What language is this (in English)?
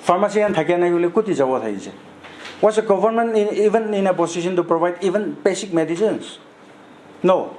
Naga Pidgin